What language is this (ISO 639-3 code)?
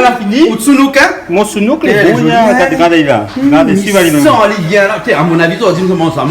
rcf